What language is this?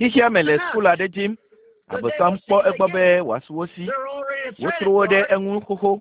Ewe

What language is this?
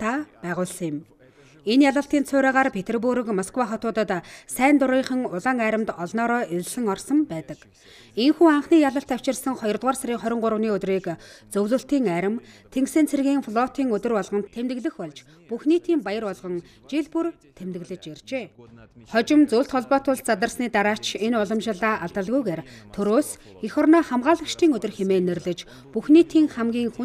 Mongolian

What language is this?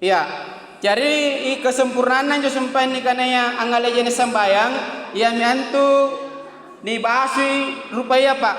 Makasar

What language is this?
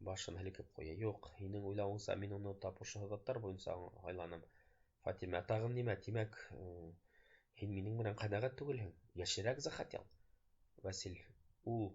Bashkir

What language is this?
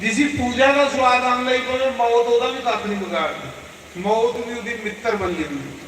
Dogri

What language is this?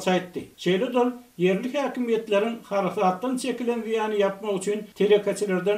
Turkmen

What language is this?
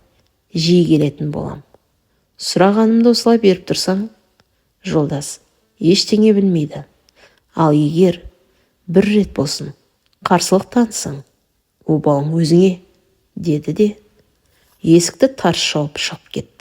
Kazakh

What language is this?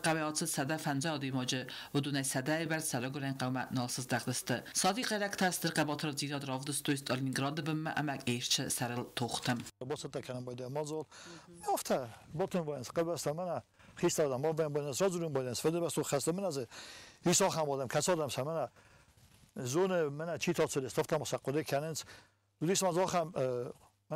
Ossetic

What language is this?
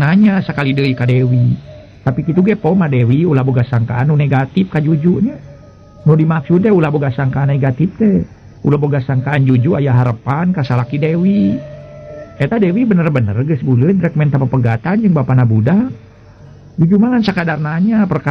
Sundanese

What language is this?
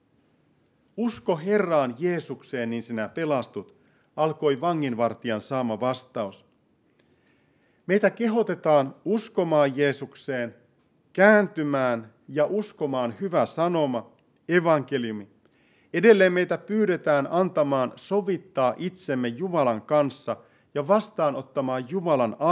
Finnish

